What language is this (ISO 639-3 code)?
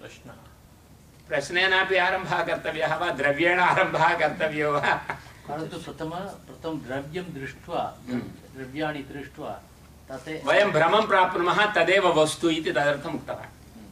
san